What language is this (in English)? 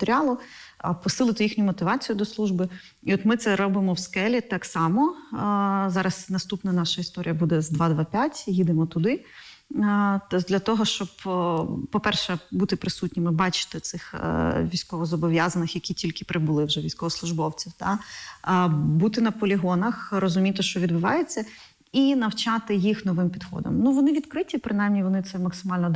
Ukrainian